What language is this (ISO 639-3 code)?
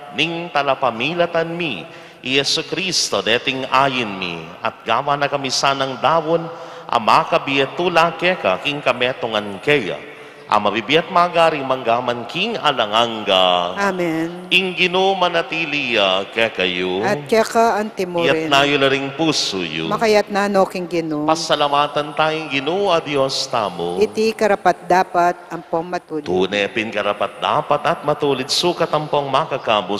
pam